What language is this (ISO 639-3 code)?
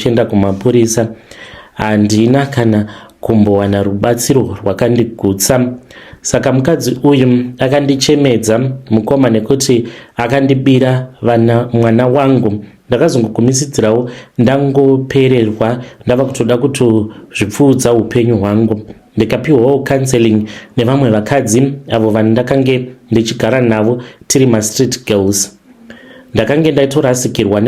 sna